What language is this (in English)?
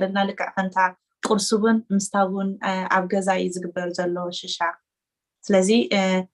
Tigrinya